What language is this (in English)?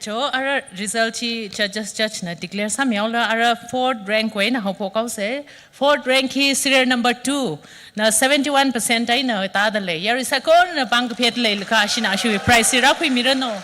Tangkhul Naga (India)